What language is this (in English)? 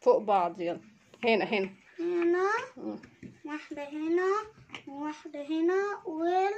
Egyptian Arabic